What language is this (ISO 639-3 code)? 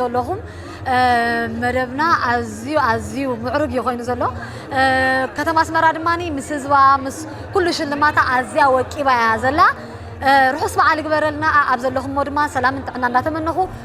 tir